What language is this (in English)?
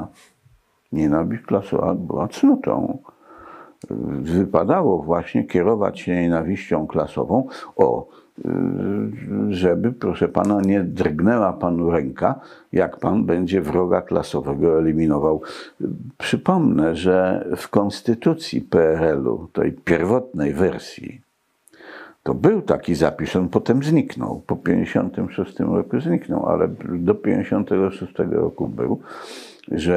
Polish